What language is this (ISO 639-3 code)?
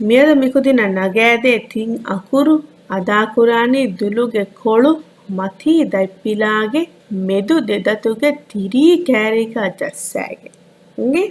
div